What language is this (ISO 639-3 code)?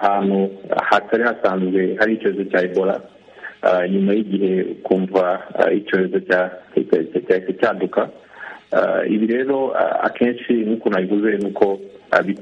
kin